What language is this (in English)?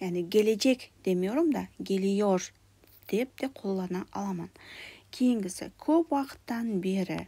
Kara-Kalpak